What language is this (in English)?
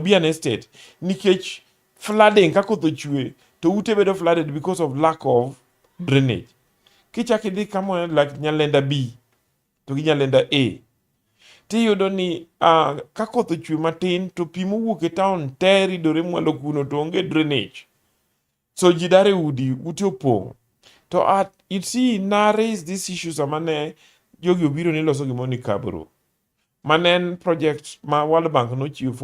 Luo (Kenya and Tanzania)